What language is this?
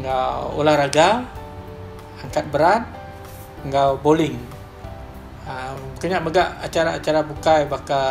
Iban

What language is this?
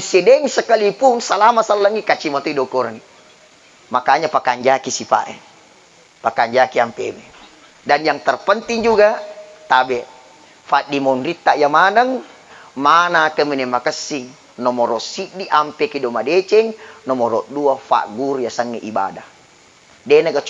Buginese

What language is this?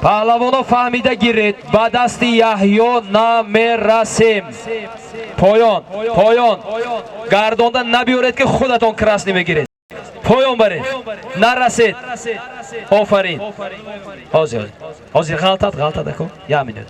Tajik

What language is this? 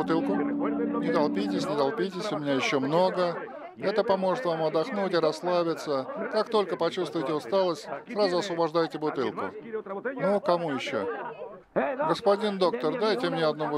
Russian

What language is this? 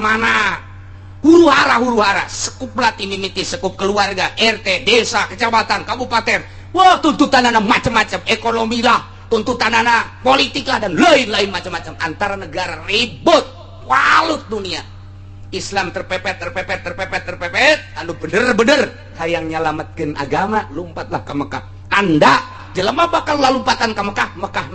Sundanese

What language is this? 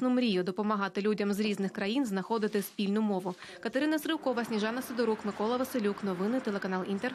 Ukrainian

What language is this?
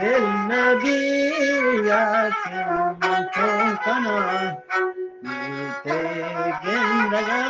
Eastern Balochi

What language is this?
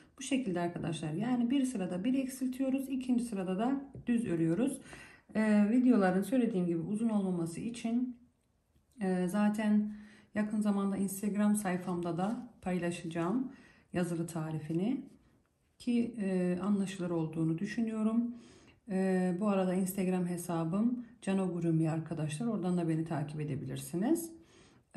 Turkish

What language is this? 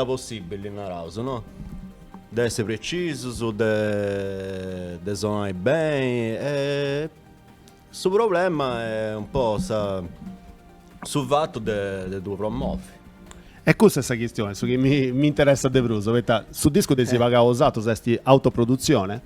Sardinian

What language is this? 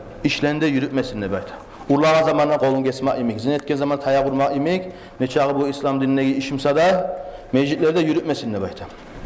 Kumyk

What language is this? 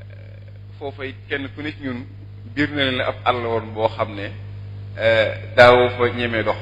Wolof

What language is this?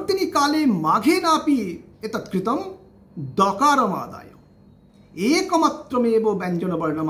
Sanskrit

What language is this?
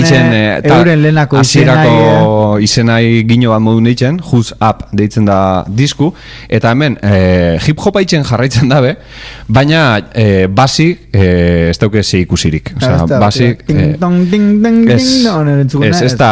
Basque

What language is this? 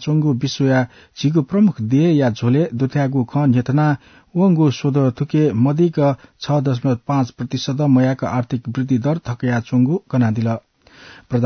Newari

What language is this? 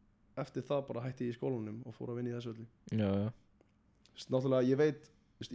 Icelandic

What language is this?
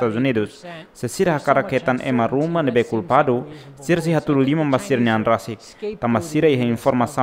Tetum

